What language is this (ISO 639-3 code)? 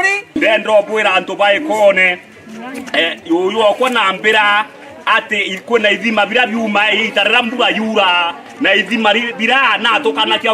mer